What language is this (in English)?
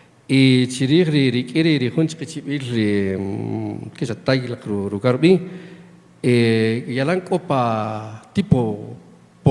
Kaqchikel